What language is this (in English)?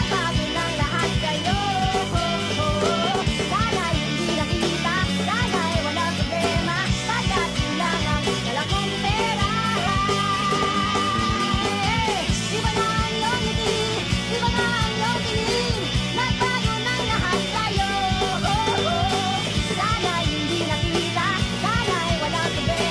Filipino